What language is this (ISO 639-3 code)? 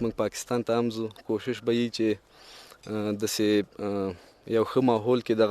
pus